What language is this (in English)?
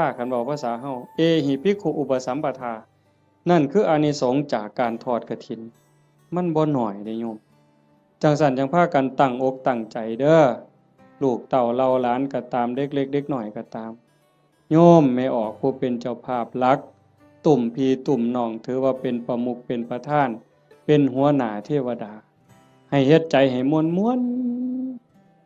Northeastern Thai